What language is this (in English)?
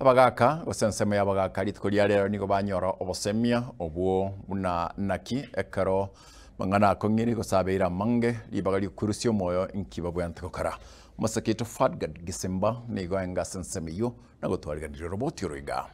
Gusii